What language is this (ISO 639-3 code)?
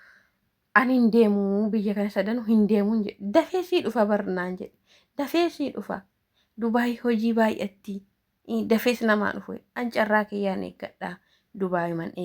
orm